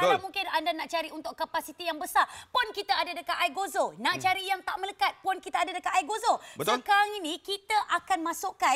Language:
Malay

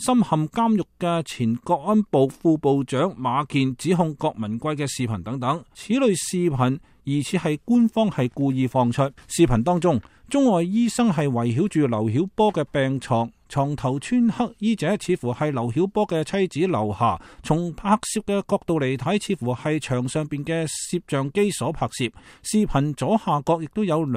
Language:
Cantonese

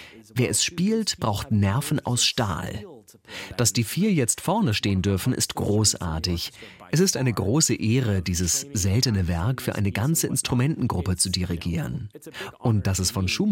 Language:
German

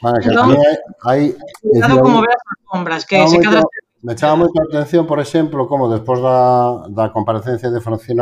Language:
Galician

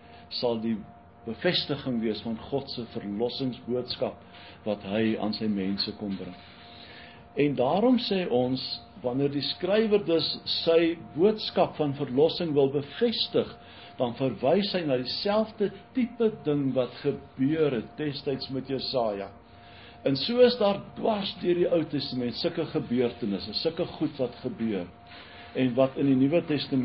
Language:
Afrikaans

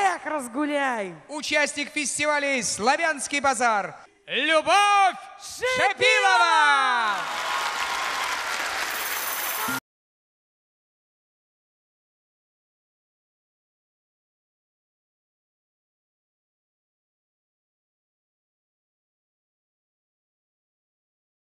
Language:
Russian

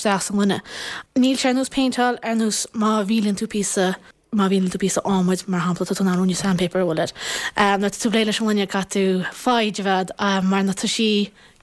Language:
Irish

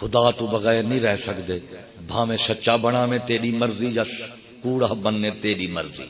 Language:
Saraiki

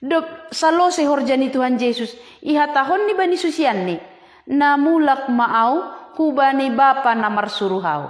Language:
Batak Simalungun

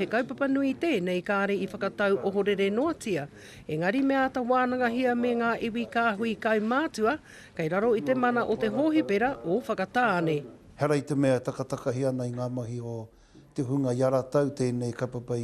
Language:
Māori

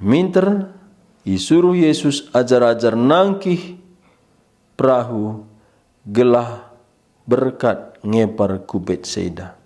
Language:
Batak Karo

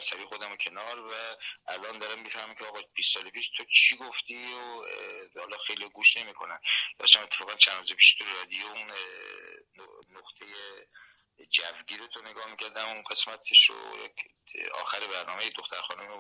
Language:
Persian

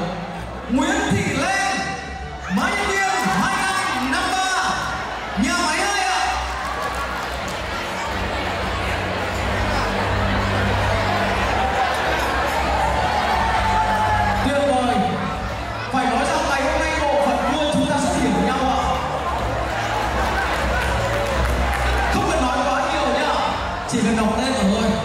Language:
Vietnamese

